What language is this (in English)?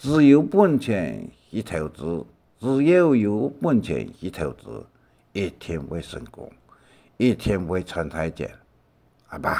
Hakka Chinese